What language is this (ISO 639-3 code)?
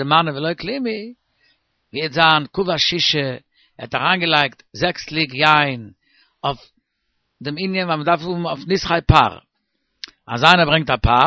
yid